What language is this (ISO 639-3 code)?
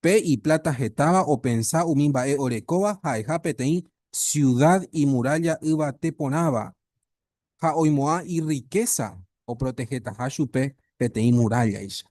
grn